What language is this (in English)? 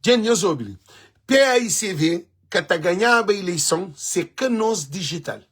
Kabuverdianu